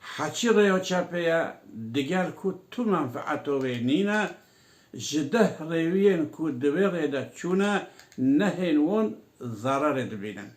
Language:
Kurdish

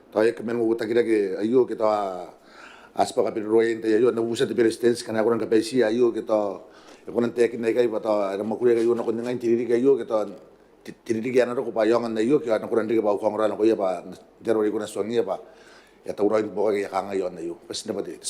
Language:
Gilbertese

